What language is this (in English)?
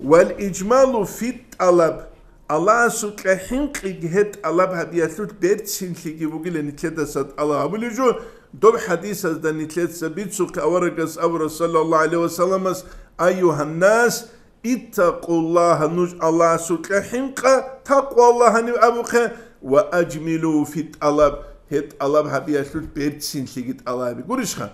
Avaric